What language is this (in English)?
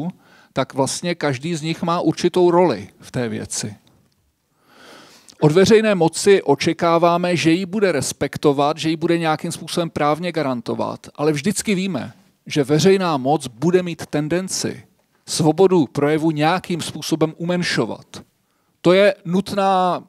Czech